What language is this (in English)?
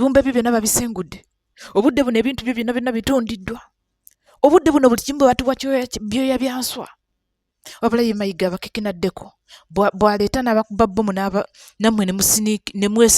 Ganda